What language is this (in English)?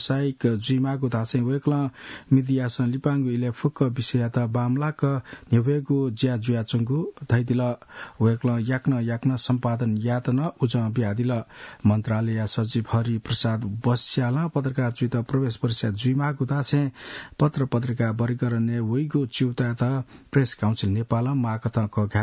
Newari